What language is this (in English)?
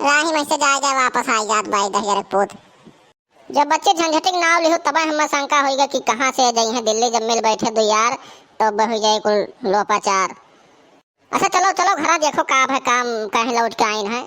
Awadhi